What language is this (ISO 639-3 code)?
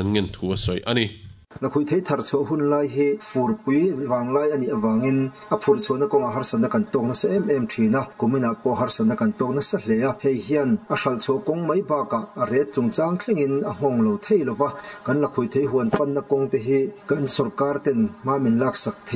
lus